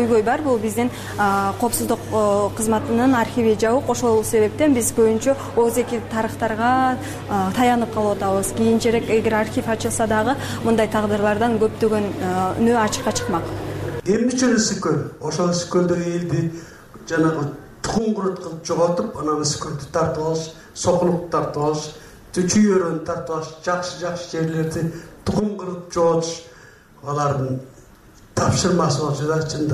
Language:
Kyrgyz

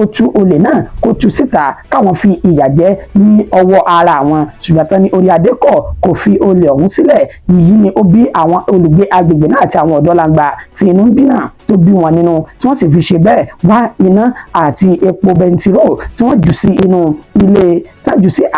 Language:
Yoruba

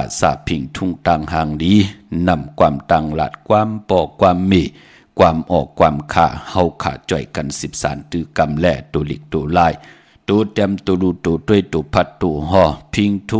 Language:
Shan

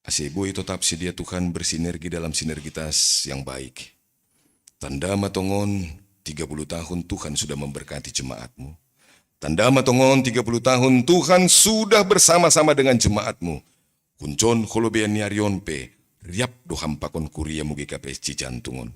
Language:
Batak Simalungun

